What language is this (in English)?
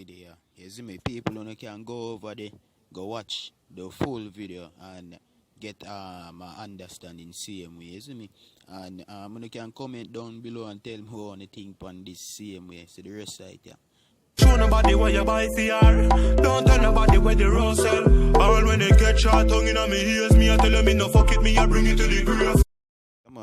Jamaican Creole English